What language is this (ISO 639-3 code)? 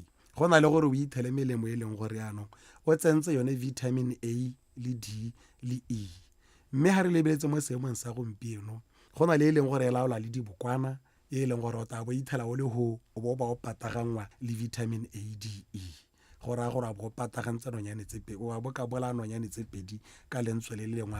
tsn